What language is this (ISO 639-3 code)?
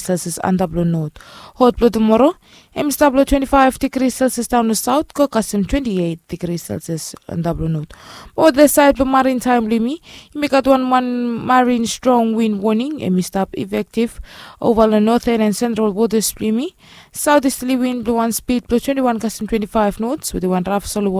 bis